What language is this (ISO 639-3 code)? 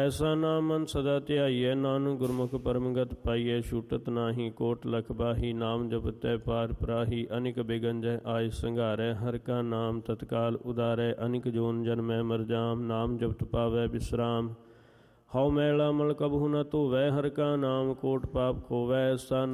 pan